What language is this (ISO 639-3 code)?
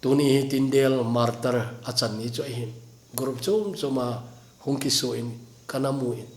tcz